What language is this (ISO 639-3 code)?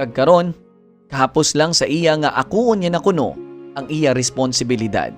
hil